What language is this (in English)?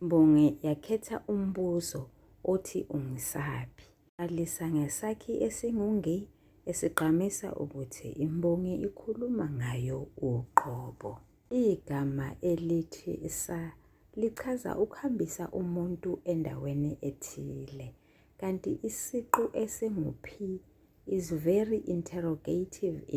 Zulu